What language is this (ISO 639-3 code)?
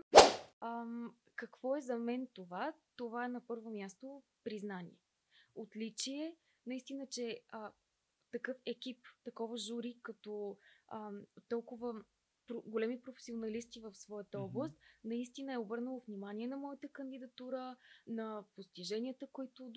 bul